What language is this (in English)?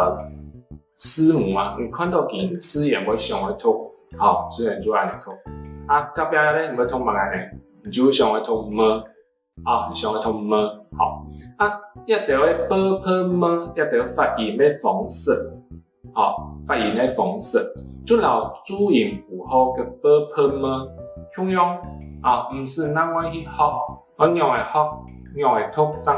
Hakka Chinese